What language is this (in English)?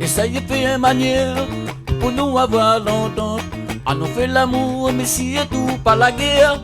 Réunion Creole French